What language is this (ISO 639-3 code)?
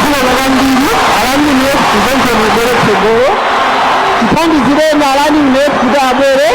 nya